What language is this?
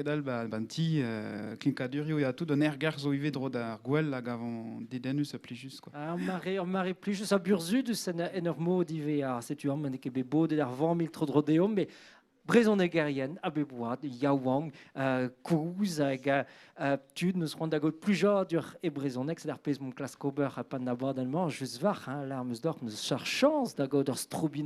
Breton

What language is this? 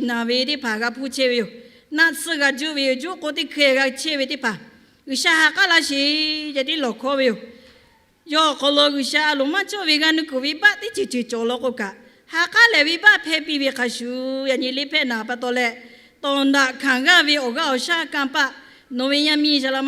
Lahu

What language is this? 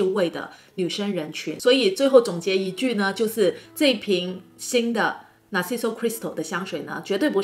Chinese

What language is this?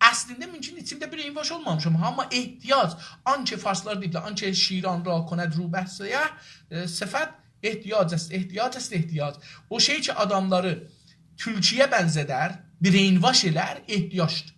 South Azerbaijani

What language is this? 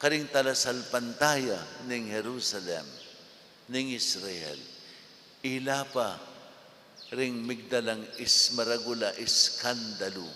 Pampanga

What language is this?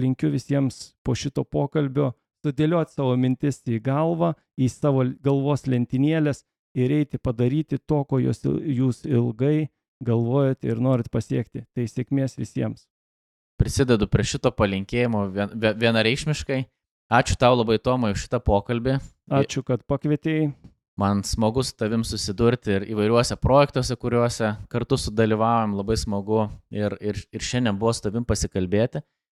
Lithuanian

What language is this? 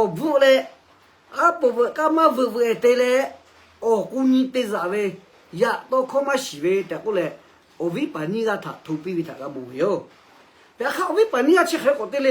Lahu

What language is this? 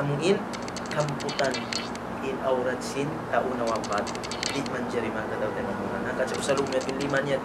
Tausug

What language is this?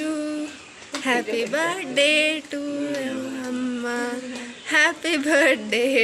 Tulu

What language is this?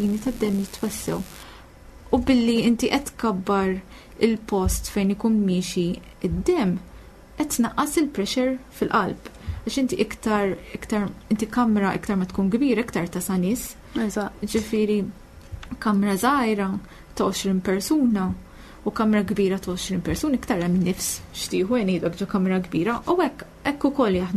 Maltese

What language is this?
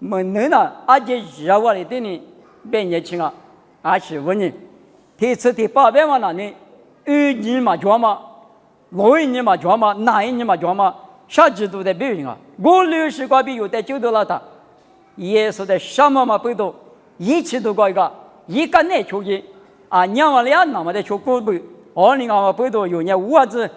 Lisu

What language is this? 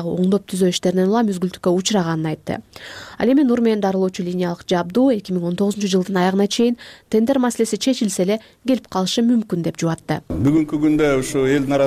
Kyrgyz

